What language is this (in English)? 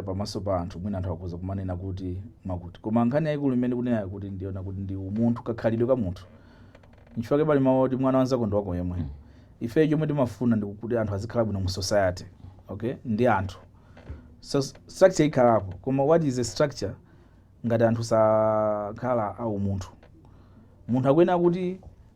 Nyanja